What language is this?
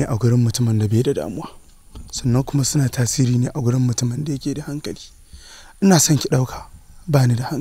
Hausa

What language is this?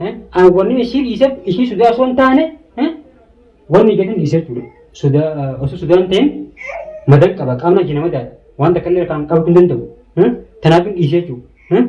Oromo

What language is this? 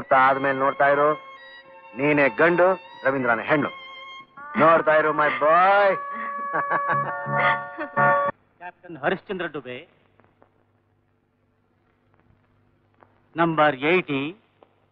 Kannada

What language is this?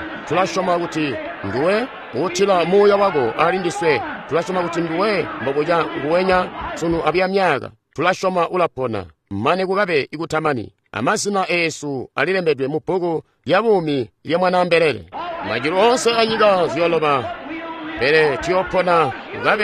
Tonga (Zambia)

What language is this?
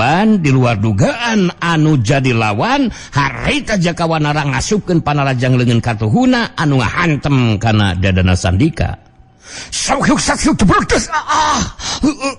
Sundanese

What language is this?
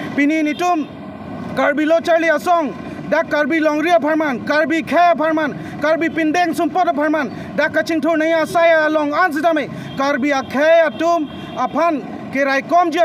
Karbi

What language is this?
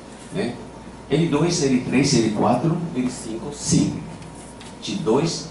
Portuguese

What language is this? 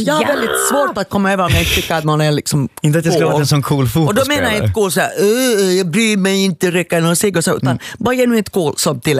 Swedish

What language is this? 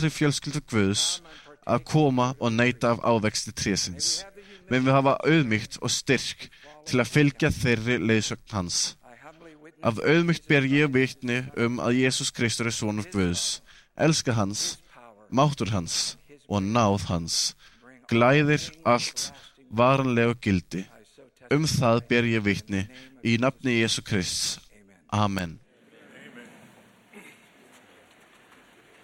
Icelandic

